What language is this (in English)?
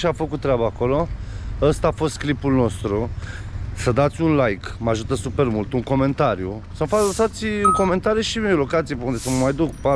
Romanian